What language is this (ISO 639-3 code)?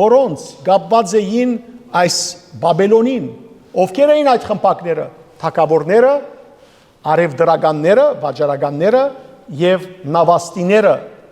hyw